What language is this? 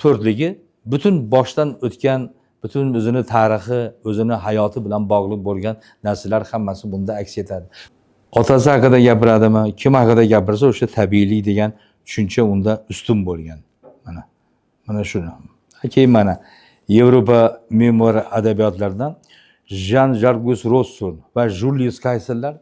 Uzbek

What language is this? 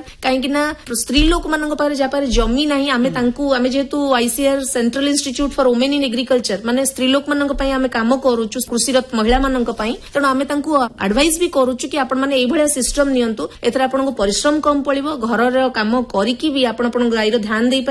Odia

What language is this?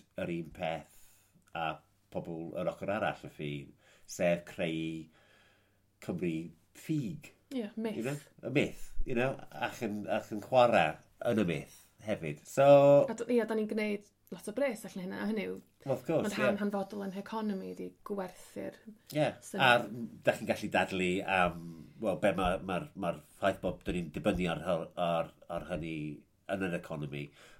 Welsh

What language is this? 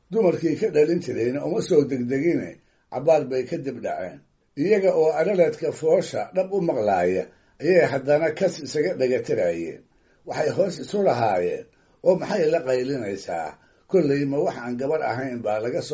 Somali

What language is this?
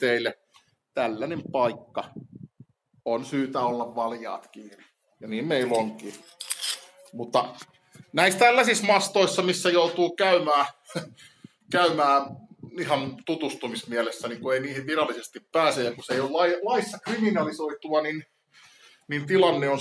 Finnish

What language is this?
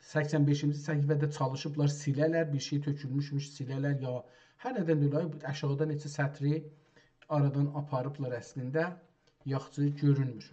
South Azerbaijani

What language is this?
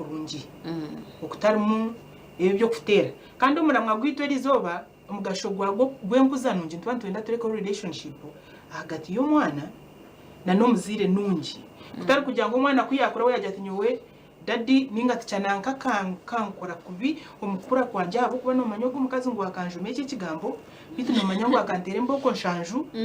Nyankole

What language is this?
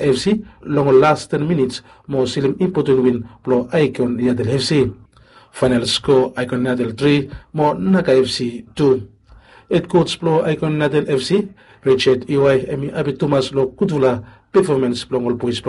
Bislama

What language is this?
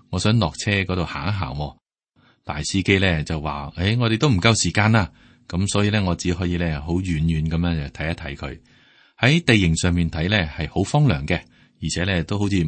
Cantonese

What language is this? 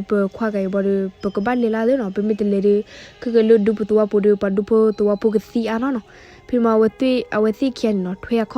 S'gaw Karen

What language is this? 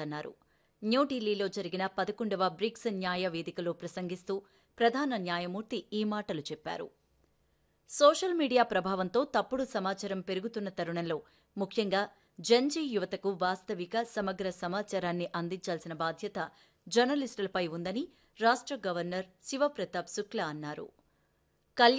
Telugu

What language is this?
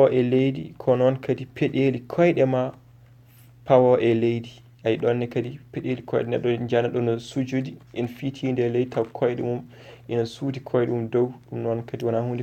Fula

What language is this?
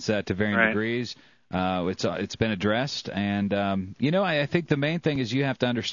English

